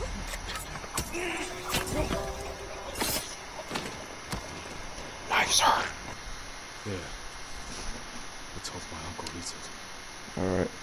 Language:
English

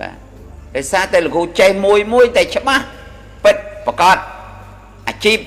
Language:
Khmer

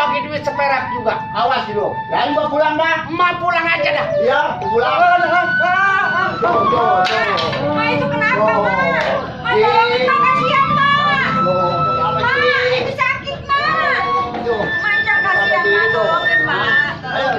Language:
Betawi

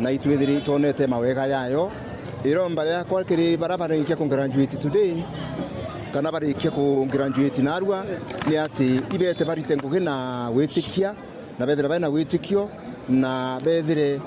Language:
Meru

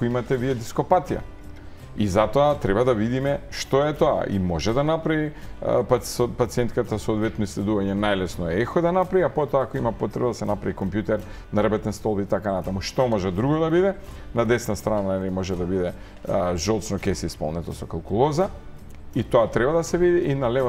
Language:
Macedonian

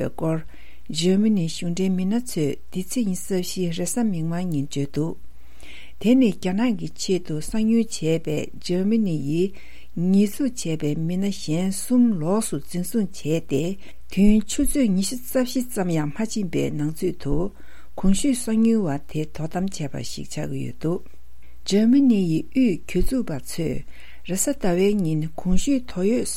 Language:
Tibetan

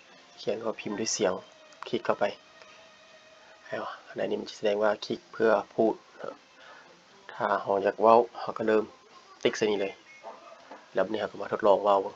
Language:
Lao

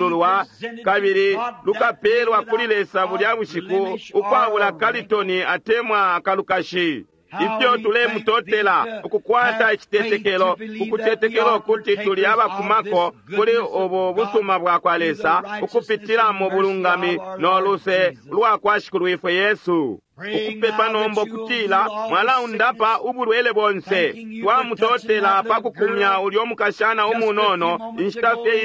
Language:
Bemba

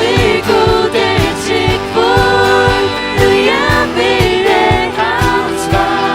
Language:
Faroese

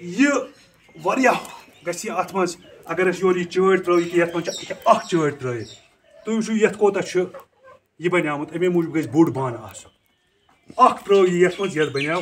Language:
Kashmiri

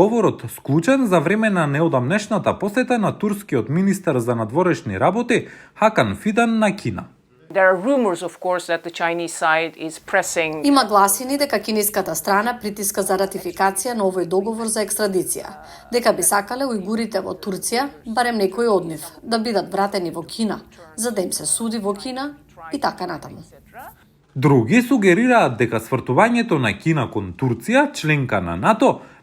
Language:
Macedonian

